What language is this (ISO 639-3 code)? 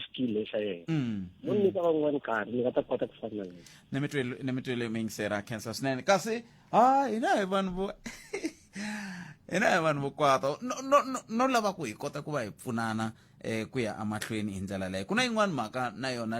tso